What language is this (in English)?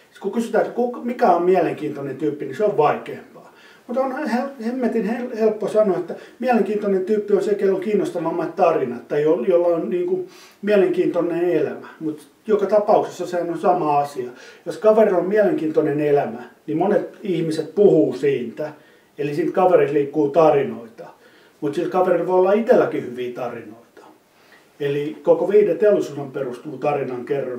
Finnish